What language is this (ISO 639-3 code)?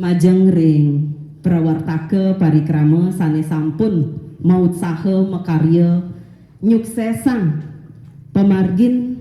ban